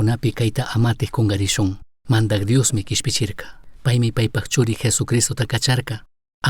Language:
Chimborazo Highland Quichua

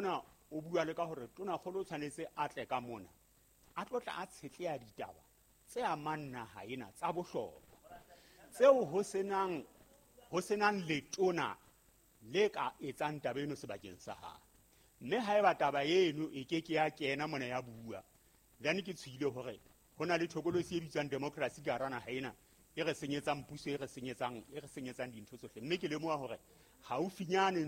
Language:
Southern Sotho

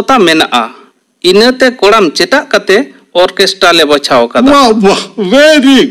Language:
Santali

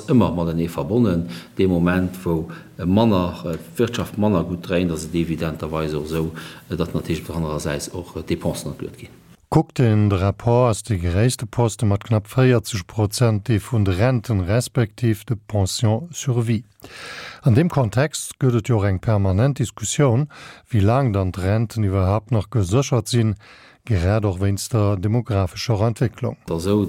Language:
Luxembourgish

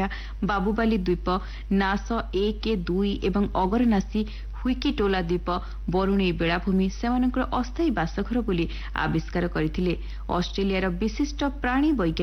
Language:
Odia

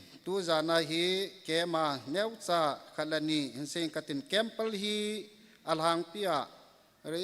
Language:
Thado Chin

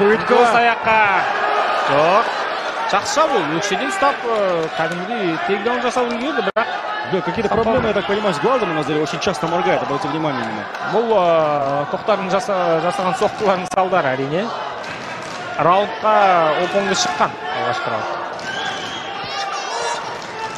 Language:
Kazakh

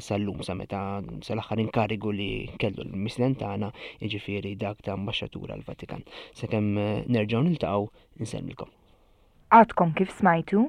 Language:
Maltese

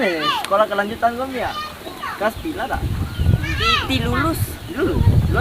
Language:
Bima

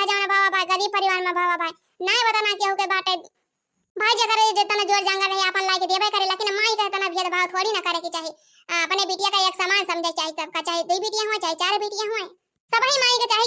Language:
Awadhi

